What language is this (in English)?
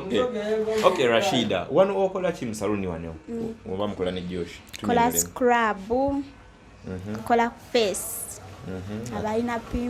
Ganda